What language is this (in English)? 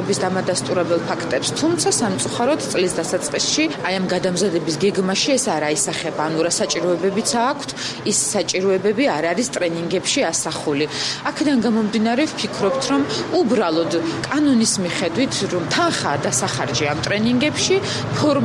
Georgian